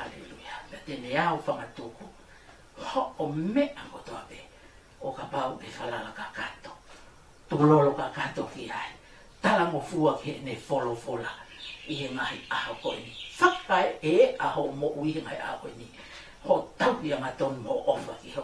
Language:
Tongan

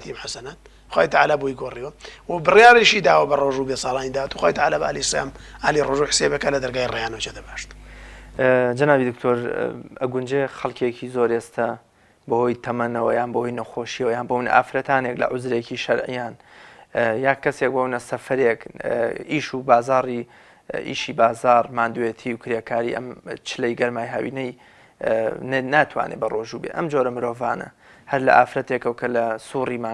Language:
Central Kurdish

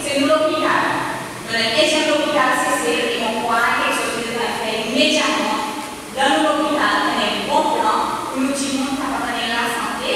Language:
Seselwa Creole French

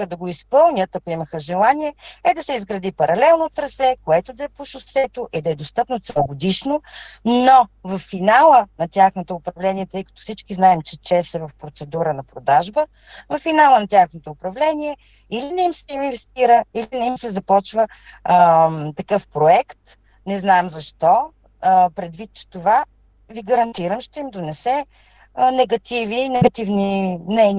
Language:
Bulgarian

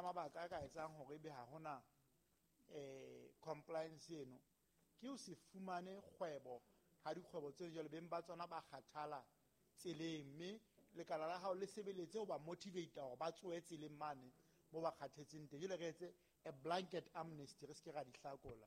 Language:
Southern Sotho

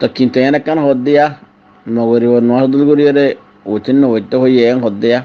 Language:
Rohingya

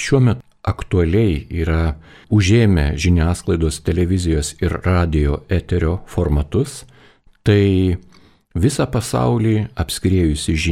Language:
Lithuanian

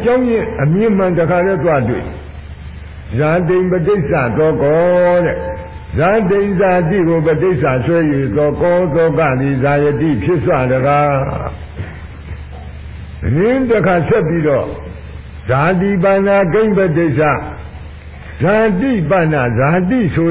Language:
Burmese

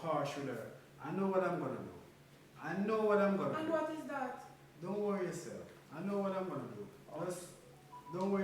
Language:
Jamaican Creole English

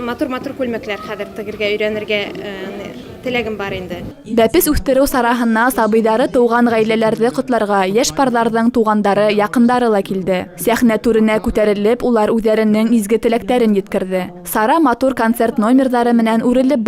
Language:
Bashkir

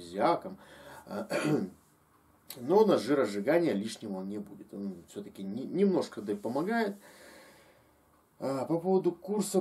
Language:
Russian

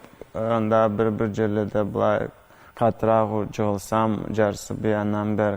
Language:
Karachay-Balkar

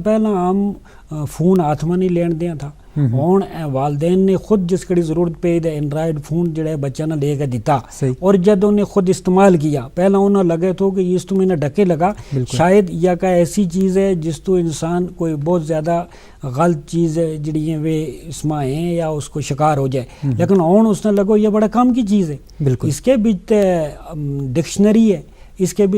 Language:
Gujari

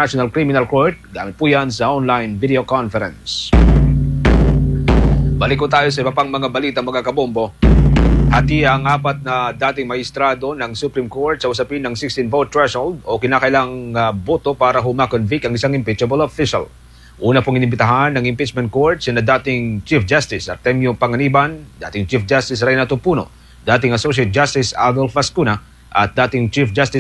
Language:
Filipino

